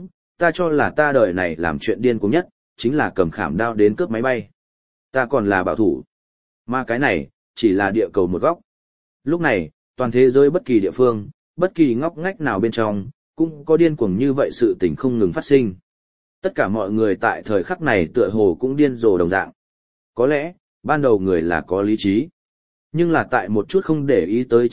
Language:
Vietnamese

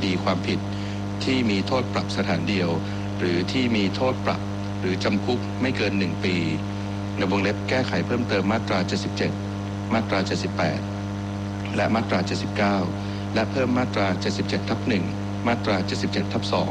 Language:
Thai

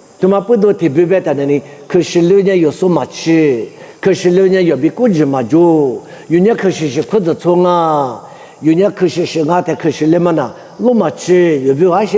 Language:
Lisu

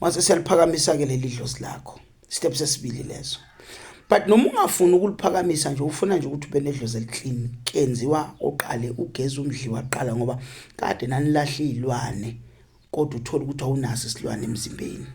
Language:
Zulu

